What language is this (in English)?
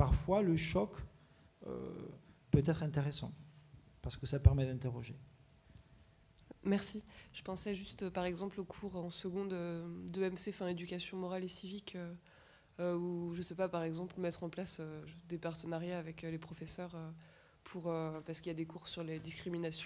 French